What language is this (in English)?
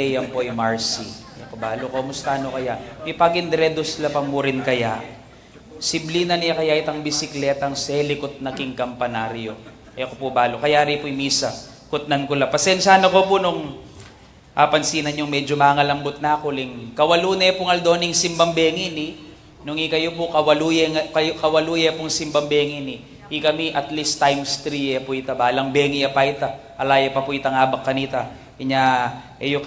Pampanga